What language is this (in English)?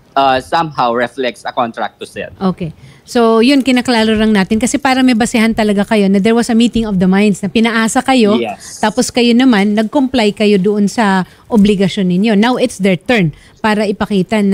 Filipino